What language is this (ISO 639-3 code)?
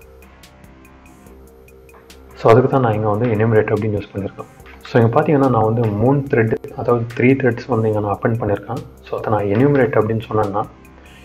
tam